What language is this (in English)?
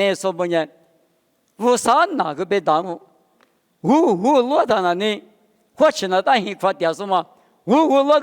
Lisu